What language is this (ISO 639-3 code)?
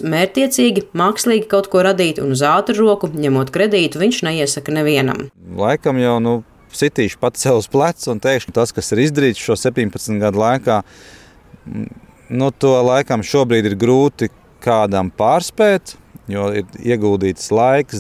lav